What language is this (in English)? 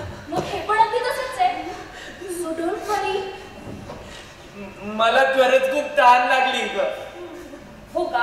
Marathi